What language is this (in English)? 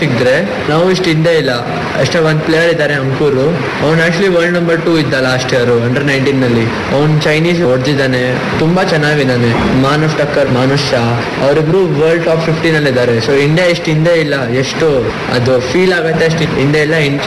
Kannada